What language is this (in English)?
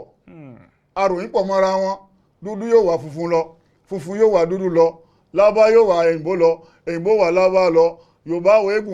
Yoruba